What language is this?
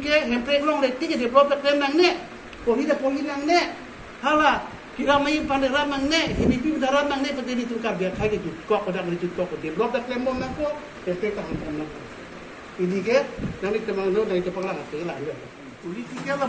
Karbi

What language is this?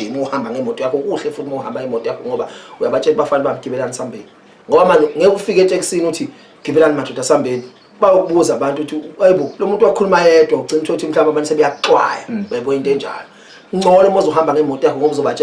Zulu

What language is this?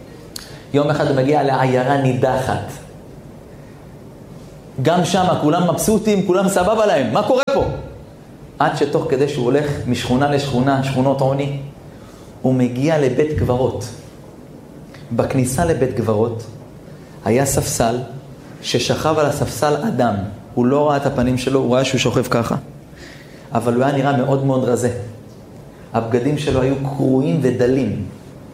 Hebrew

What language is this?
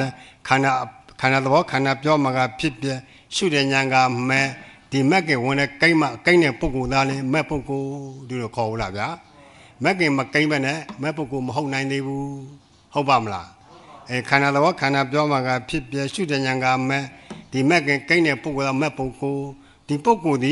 Burmese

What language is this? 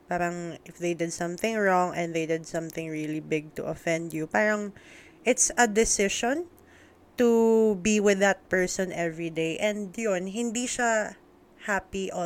Filipino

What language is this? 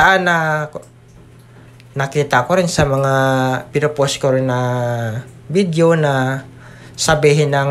Filipino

